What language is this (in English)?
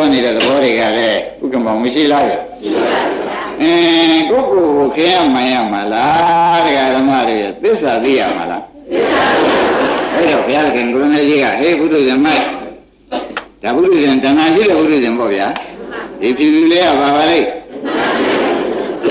Burmese